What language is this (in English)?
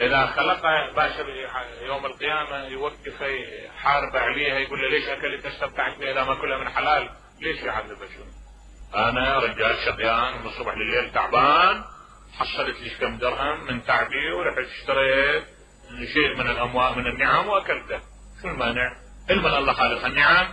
Mesopotamian Arabic